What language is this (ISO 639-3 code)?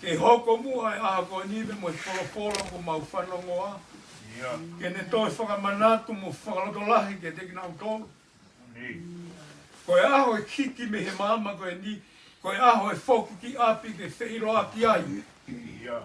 ton